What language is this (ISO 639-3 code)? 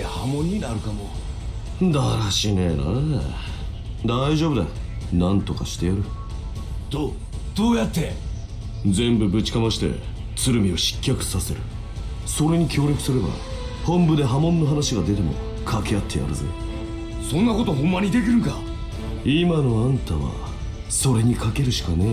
jpn